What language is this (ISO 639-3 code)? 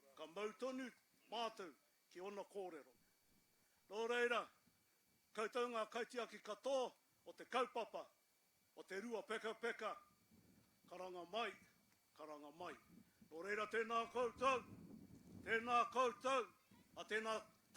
mri